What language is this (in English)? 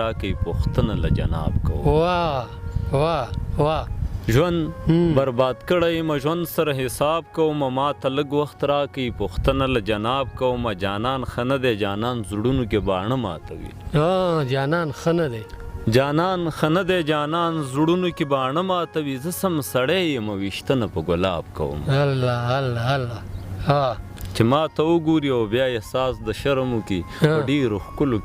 Pashto